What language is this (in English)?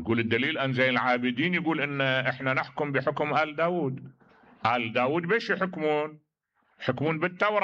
Mesopotamian Arabic